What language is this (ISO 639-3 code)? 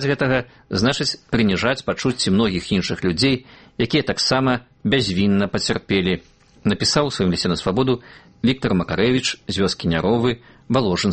bel